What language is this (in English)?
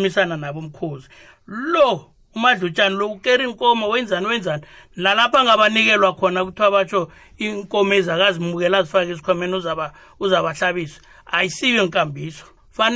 South Ndebele